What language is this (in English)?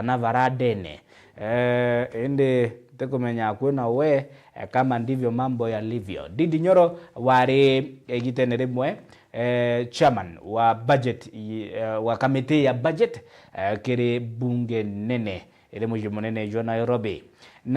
Meru